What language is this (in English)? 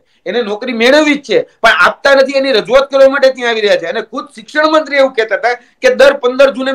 Gujarati